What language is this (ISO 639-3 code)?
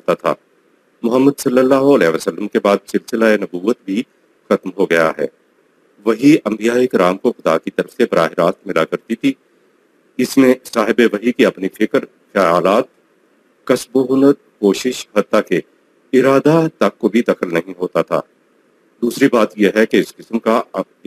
urd